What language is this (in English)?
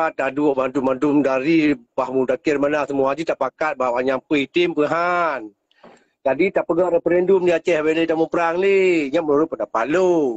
Achinese